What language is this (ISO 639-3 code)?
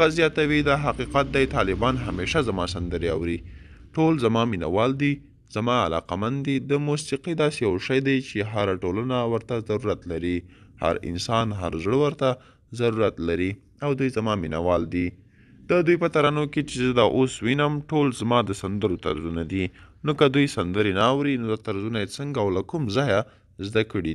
pus